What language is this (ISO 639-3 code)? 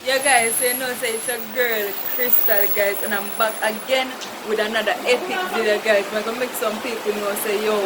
jam